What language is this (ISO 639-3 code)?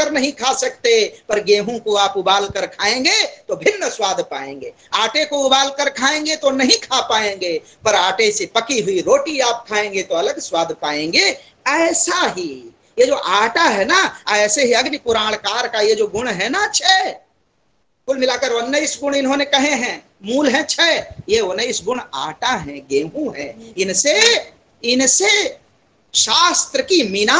hin